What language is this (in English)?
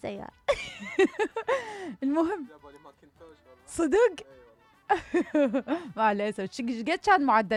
Mesopotamian Arabic